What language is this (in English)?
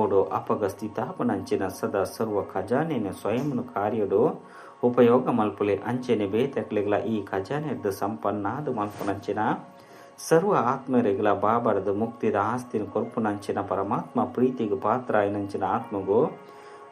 Tulu